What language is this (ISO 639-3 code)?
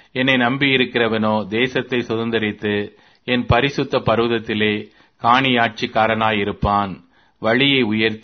tam